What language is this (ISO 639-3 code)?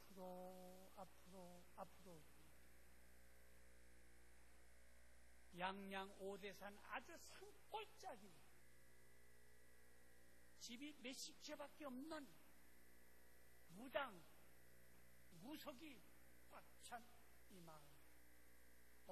kor